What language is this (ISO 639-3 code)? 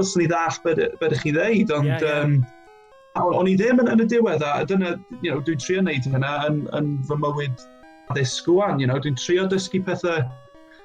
cym